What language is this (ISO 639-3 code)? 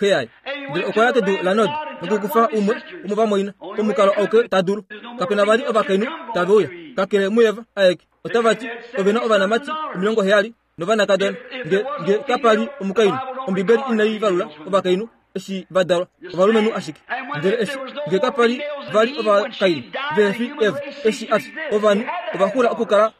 kua